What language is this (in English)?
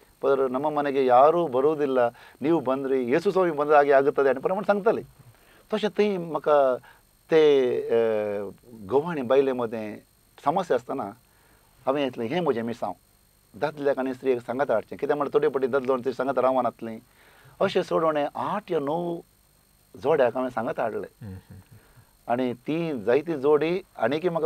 Konkani